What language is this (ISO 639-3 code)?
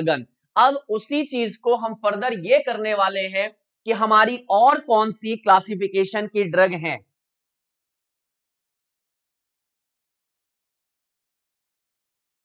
hin